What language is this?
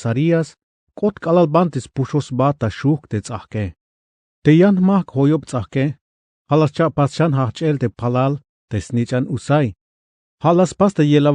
Tzeltal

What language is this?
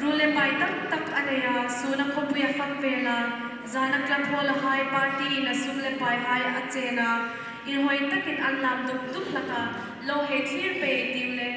Hmar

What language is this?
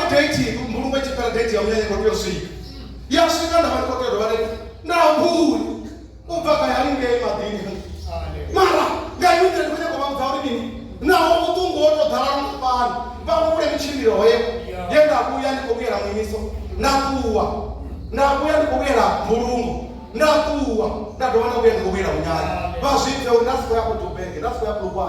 Venda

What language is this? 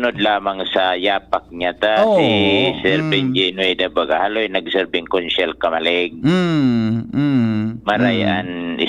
Bikol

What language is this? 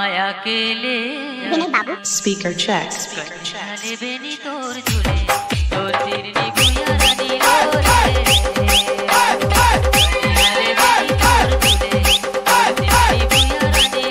Chhattisgarhi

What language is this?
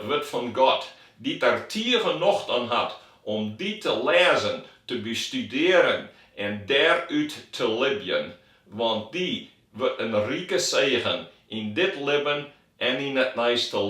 Western Frisian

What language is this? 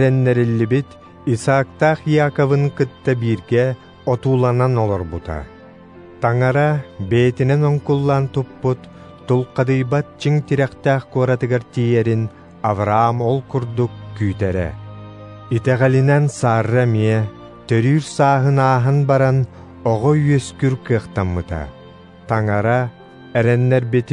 Yakut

